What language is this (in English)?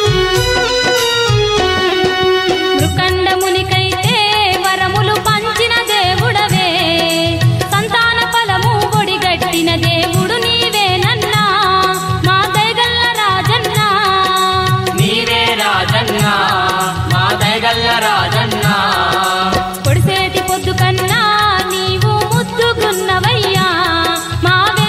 Telugu